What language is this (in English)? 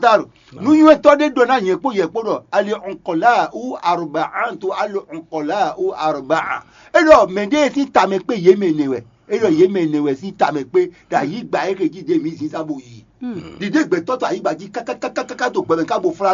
Fon